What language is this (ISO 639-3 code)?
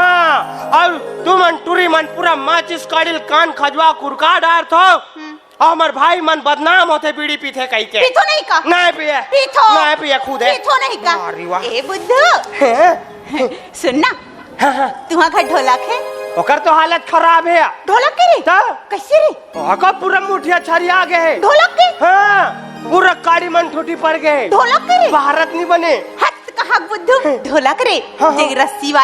hne